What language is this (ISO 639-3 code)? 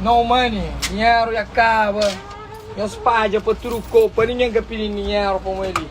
kea